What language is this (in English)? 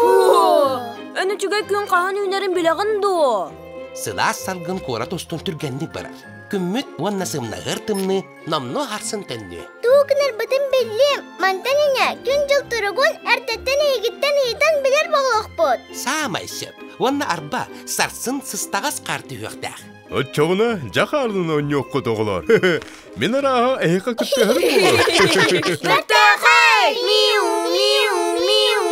Yakut